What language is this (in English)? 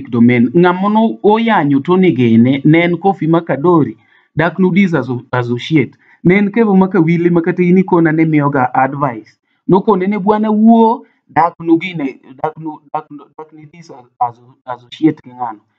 Luo (Kenya and Tanzania)